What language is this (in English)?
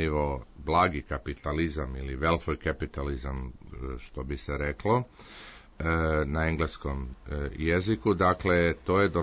Croatian